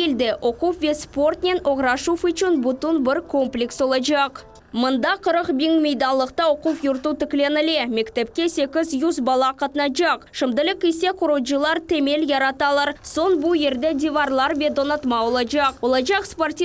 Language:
Crimean Tatar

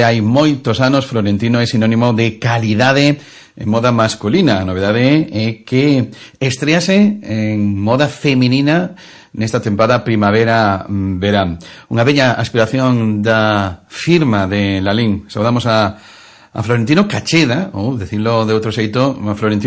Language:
Galician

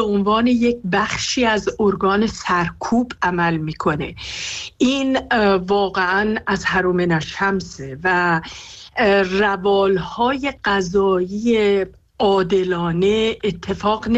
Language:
Persian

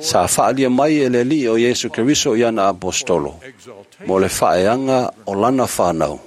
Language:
Samoan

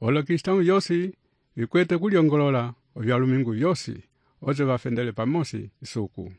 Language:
Umbundu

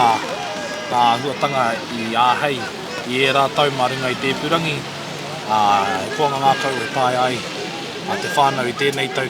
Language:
Māori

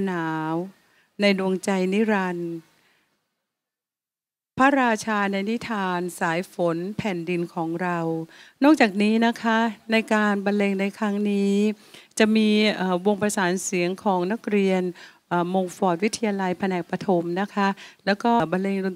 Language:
Thai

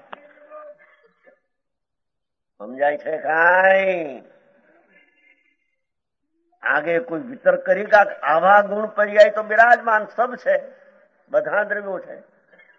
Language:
Gujarati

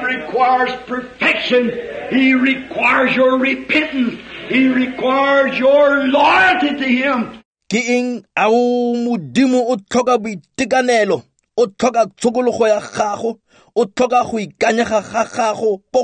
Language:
Tswana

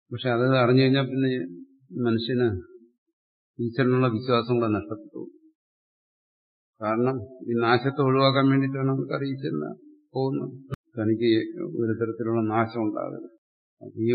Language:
Malayalam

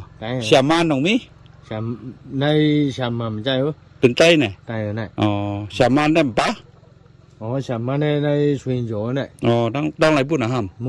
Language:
Shan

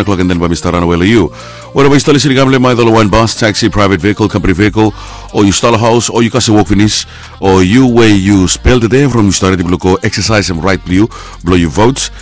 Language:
Bislama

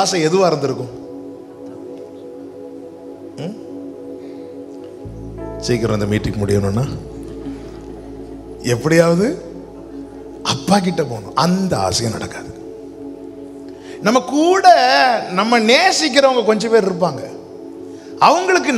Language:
Tamil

